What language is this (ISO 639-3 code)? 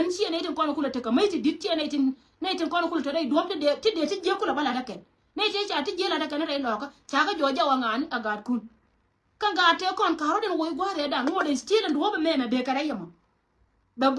nus